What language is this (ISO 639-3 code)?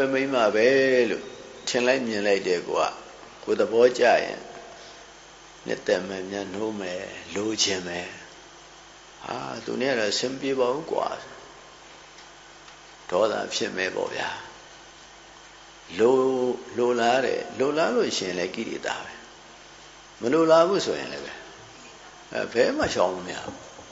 mya